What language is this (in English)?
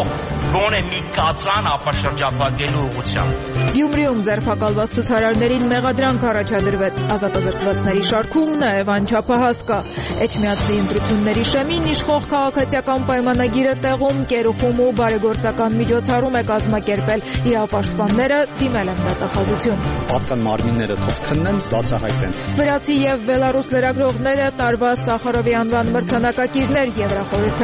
Armenian